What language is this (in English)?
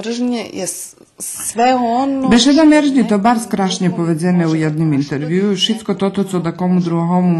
Rusyn